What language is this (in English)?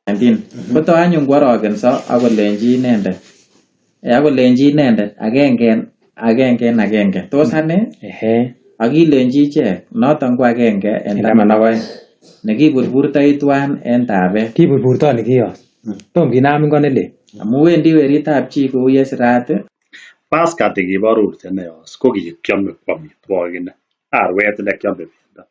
Kalenjin